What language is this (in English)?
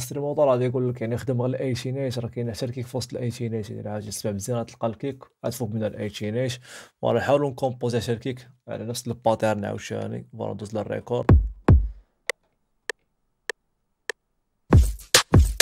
Moroccan Arabic